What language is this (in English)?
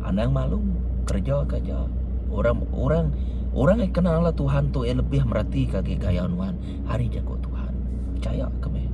Iban